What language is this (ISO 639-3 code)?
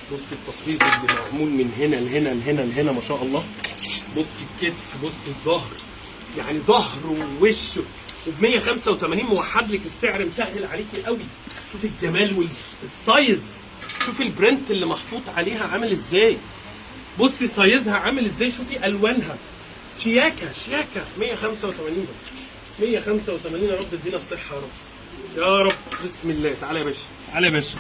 arz